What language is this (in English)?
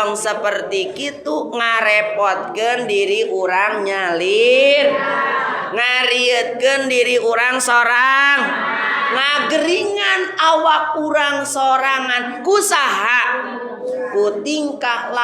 Sundanese